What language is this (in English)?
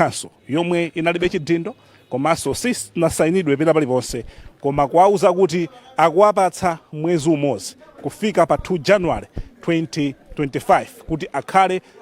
Nyanja